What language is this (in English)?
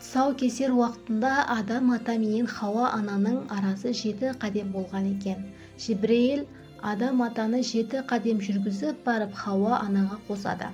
Kara-Kalpak